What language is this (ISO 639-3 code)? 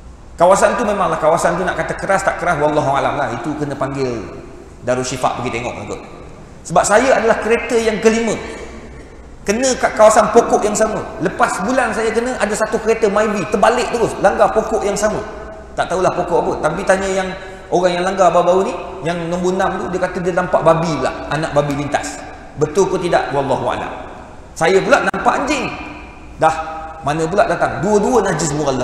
msa